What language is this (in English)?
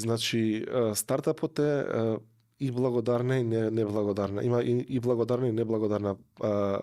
Macedonian